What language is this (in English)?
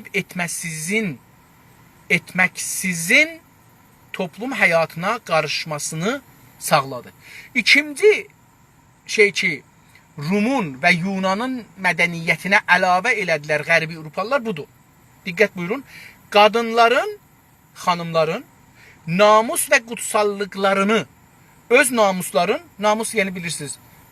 South Azerbaijani